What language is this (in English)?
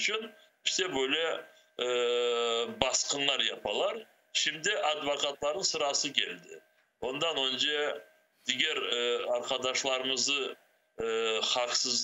Crimean Tatar